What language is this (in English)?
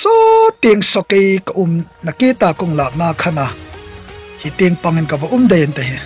Hmar